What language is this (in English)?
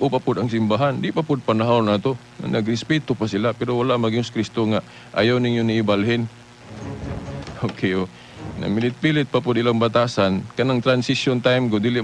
Cebuano